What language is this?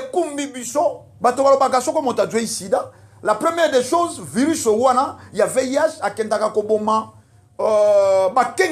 Lingala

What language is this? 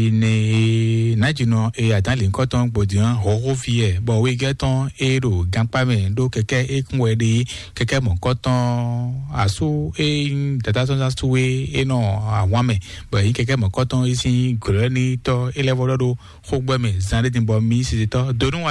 Fon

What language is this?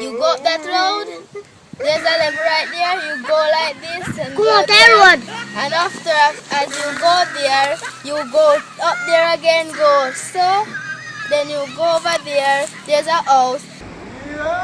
Jamaican Creole English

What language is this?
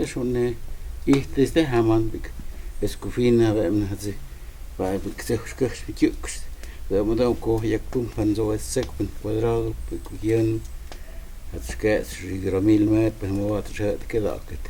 Totontepec Mixe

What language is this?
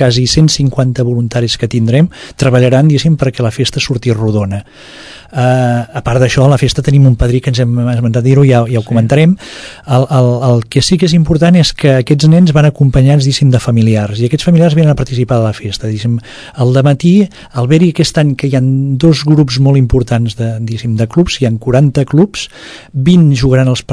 Catalan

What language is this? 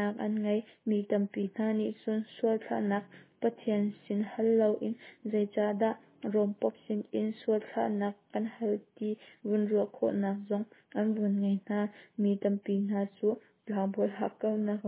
Hakha Chin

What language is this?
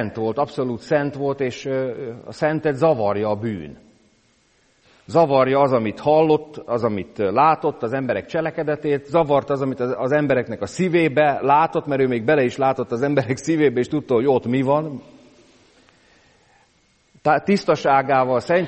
Hungarian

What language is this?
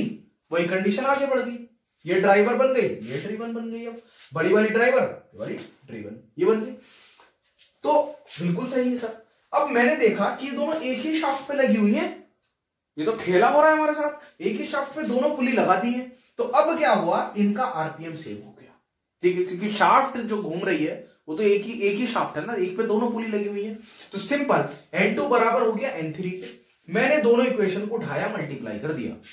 Hindi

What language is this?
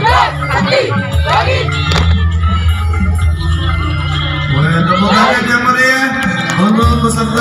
Indonesian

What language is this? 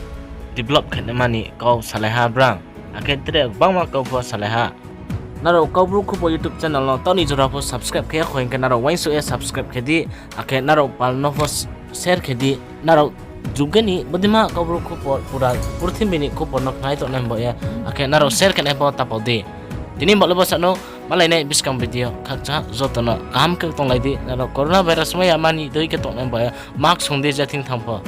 Riang (India)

